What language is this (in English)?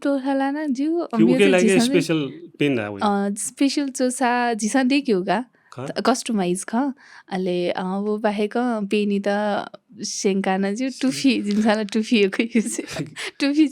Newari